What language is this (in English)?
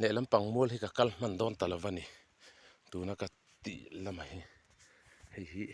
Mizo